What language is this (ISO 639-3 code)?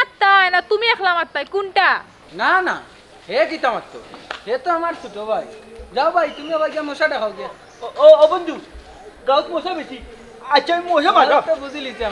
syl